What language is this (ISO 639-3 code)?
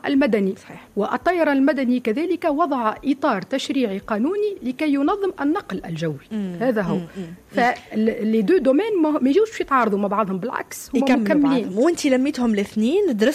aeb